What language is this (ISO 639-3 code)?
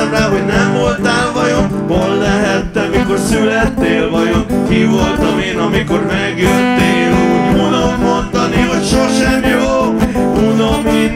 hun